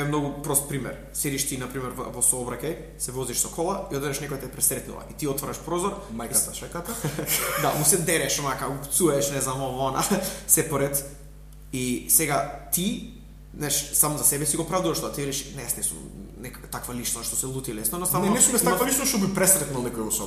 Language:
Macedonian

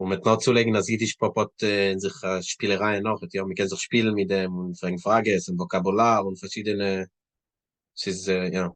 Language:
Yiddish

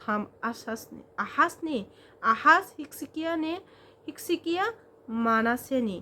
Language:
Kok Borok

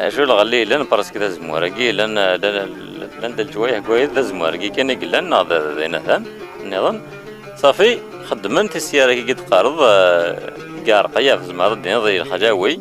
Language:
Kabyle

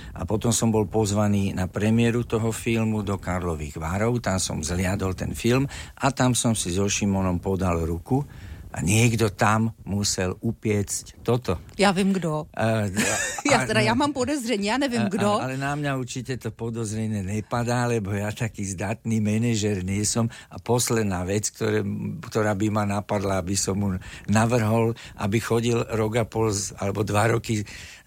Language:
Slovak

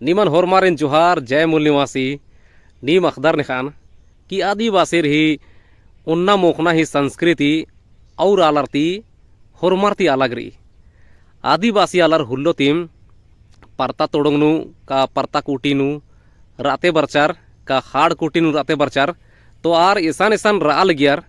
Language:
Kurukh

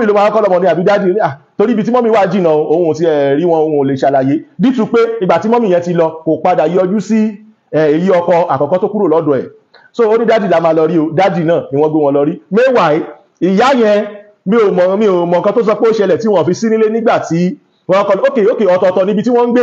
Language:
Yoruba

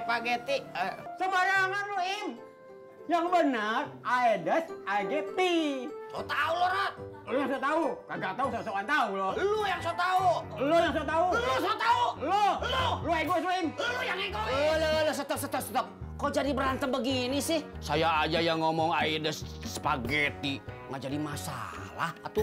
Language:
Betawi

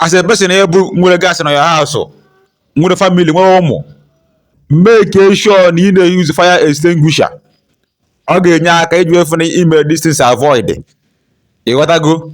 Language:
Igbo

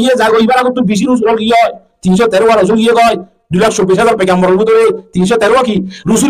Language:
Rohingya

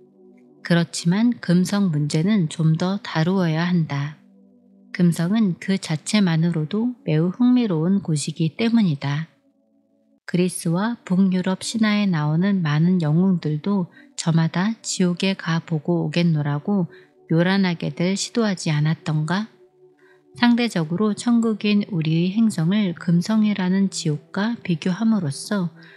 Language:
Korean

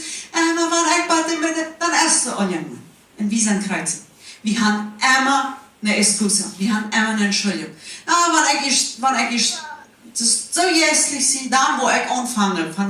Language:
Plautdietsch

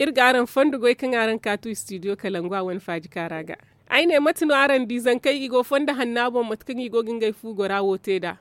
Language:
Zarma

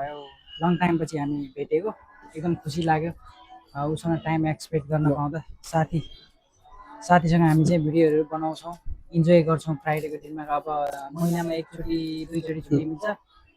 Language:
Nepali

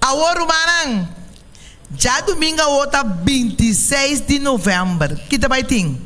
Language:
Papiamento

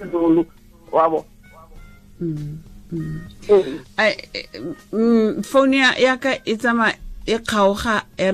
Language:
Southern Sotho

